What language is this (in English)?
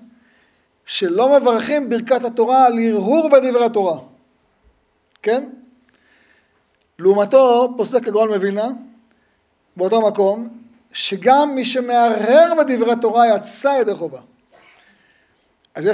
Hebrew